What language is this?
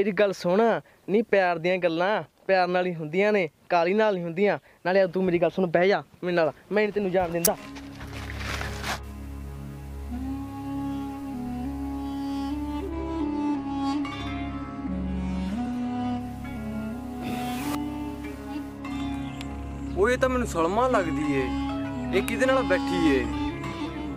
Punjabi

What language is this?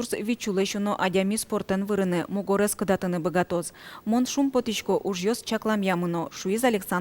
Udmurt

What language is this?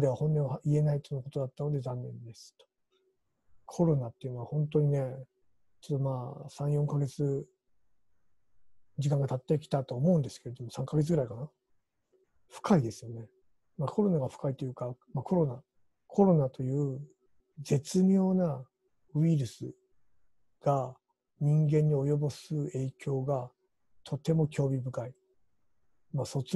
Japanese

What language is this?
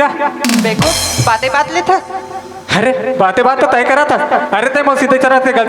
Chhattisgarhi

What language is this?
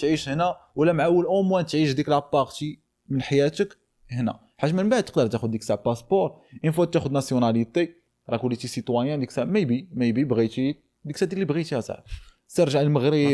Moroccan Arabic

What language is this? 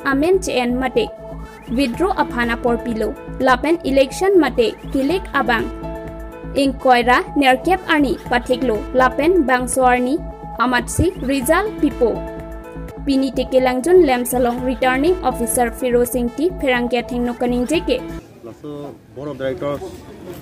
Karbi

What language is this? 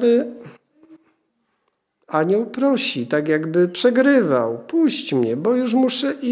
Polish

